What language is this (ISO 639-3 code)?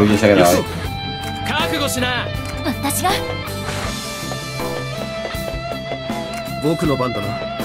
jpn